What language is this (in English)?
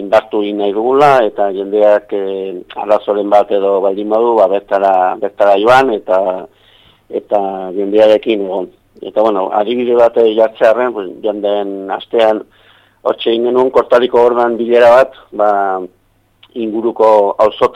Basque